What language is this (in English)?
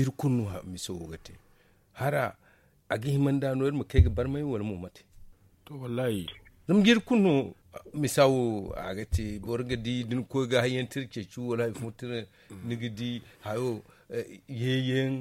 Zarma